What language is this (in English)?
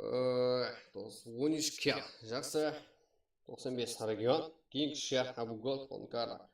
Kara-Kalpak